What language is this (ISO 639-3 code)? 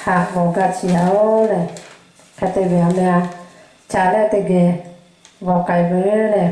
lhu